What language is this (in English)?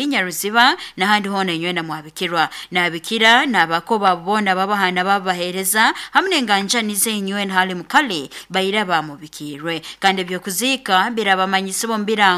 Nyoro